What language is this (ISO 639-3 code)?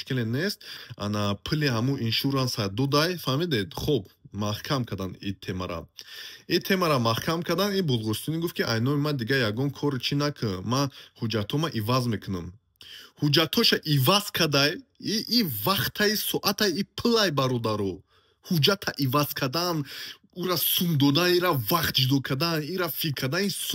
tgk